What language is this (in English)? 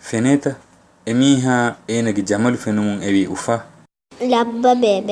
Divehi